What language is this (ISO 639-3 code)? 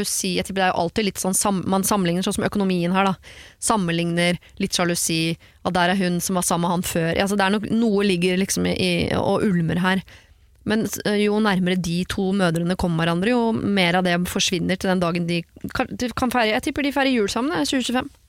nor